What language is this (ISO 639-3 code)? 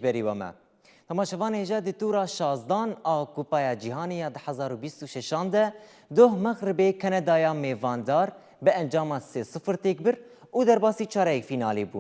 kur